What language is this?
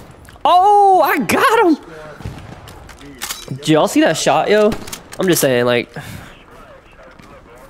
English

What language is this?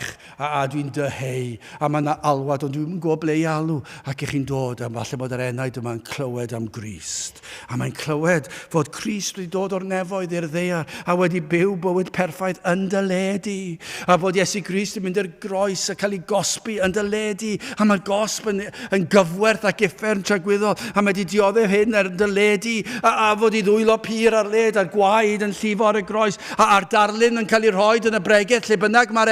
Welsh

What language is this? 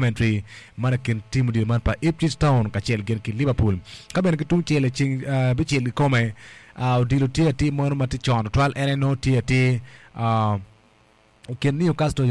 Acoli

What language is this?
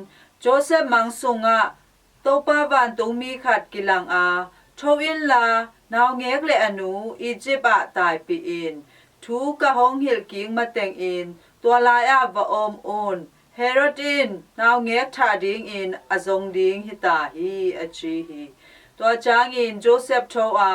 Tedim Chin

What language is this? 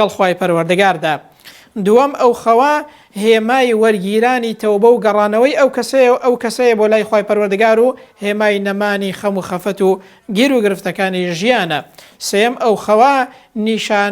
Central Kurdish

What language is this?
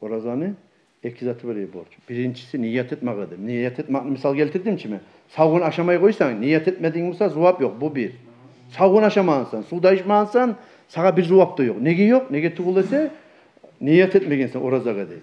Kumyk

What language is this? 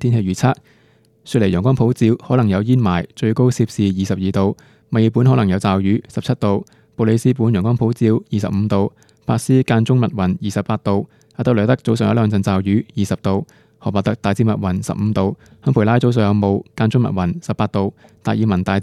Cantonese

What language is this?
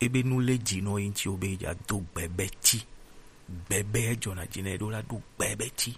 Gen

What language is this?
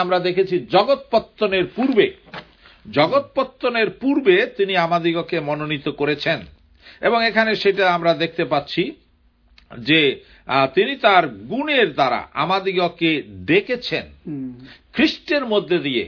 Bangla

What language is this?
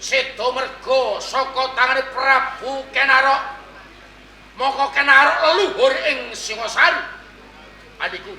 Javanese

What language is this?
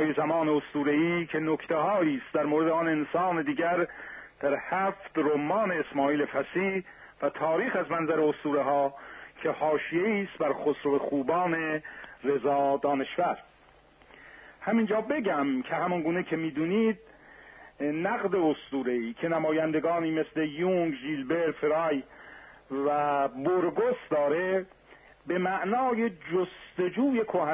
Persian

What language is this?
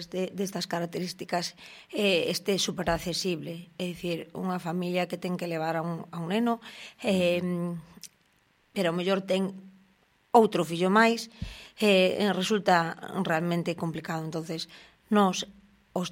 Galician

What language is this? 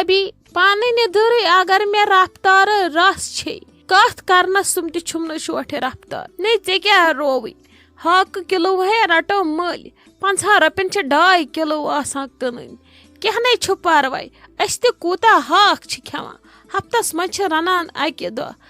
Kashmiri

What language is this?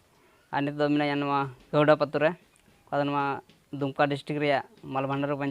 Santali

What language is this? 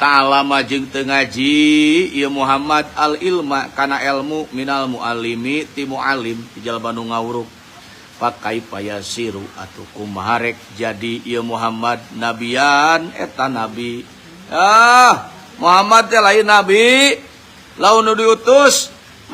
Sundanese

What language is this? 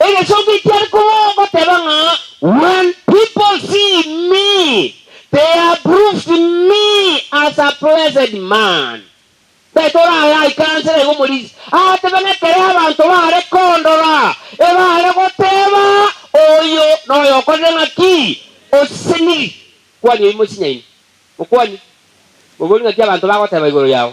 Gusii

